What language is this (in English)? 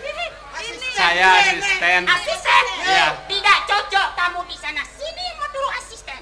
Balinese